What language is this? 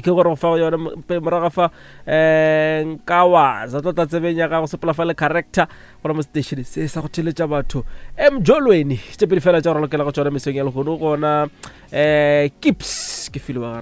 Northern Sotho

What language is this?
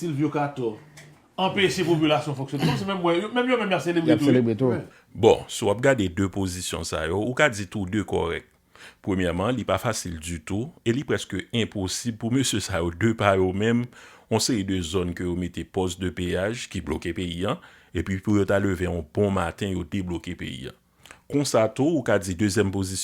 Haitian Creole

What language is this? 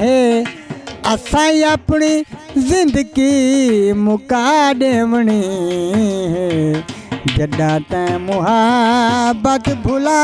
Saraiki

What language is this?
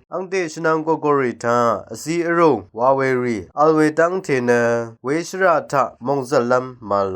Rawang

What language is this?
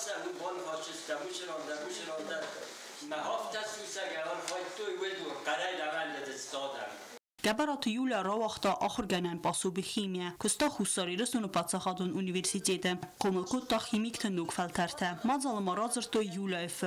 Ossetic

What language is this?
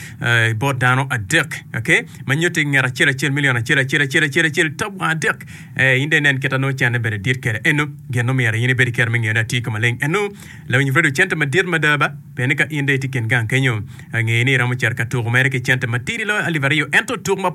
Acoli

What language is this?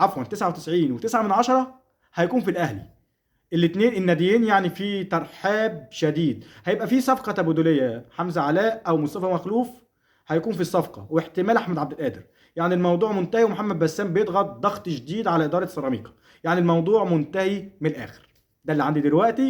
Egyptian Arabic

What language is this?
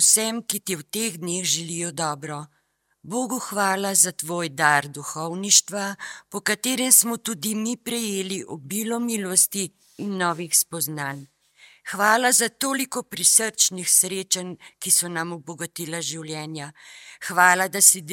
Slovenian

